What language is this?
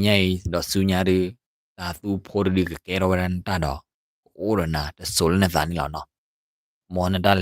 S'gaw Karen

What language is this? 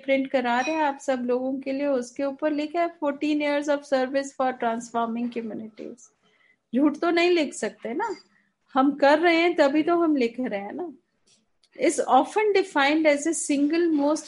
Hindi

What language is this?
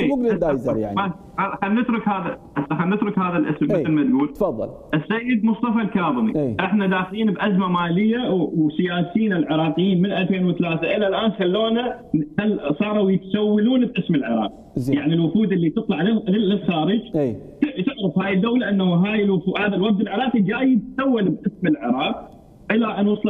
Mesopotamian Arabic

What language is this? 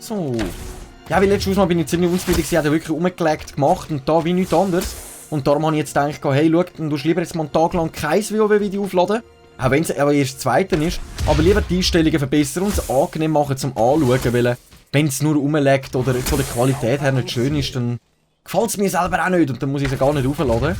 Swiss German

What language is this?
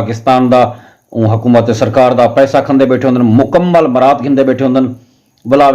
Saraiki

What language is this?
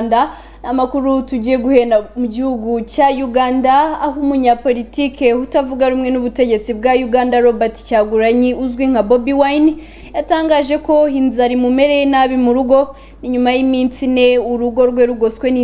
Kinyarwanda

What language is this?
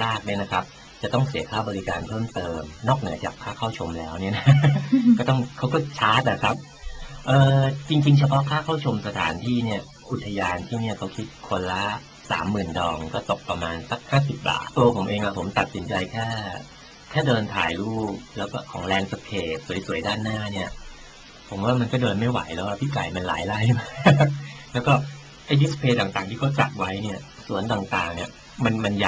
Thai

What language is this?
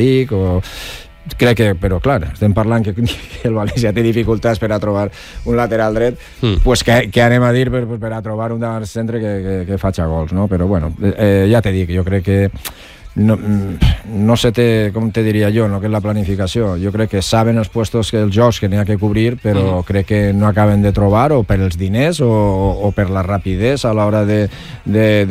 Catalan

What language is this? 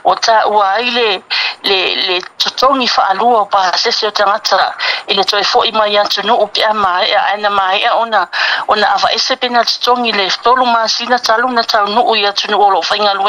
Samoan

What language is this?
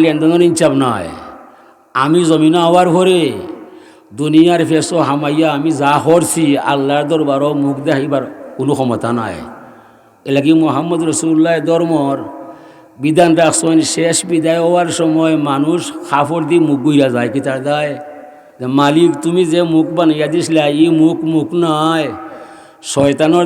Sylheti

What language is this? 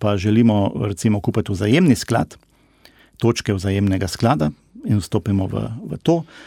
Slovenian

